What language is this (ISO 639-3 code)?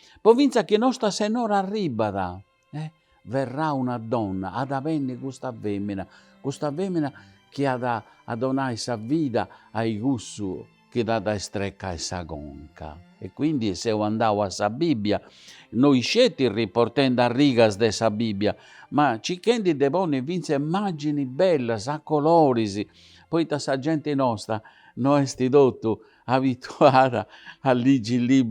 srd